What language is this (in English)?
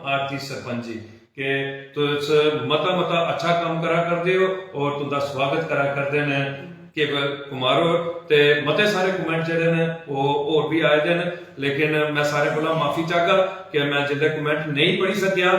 Dogri